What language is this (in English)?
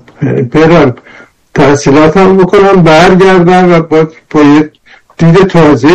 Persian